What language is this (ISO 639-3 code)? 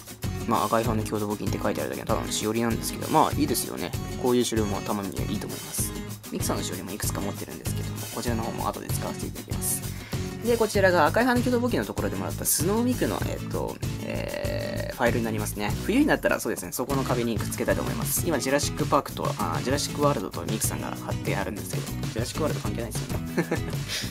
jpn